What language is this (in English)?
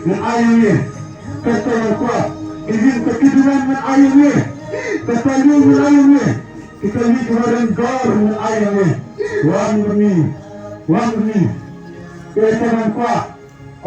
Khasi